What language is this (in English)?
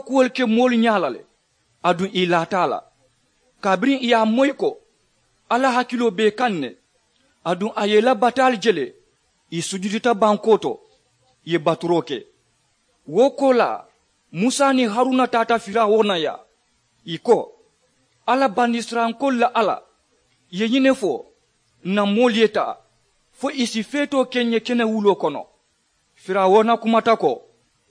Mandingo